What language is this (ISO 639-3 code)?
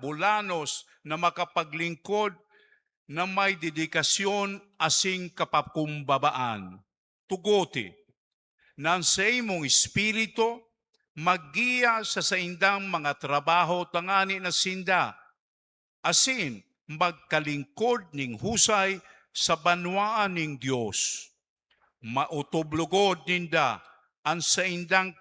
bik